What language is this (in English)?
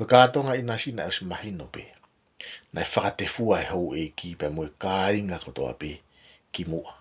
Tongan